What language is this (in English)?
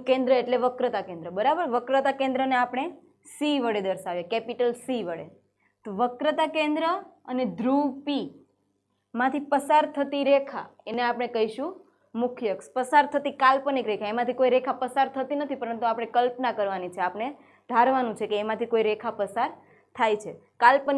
Gujarati